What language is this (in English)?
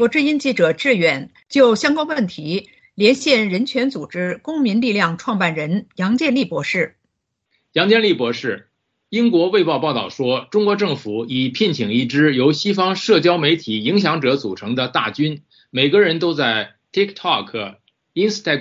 Chinese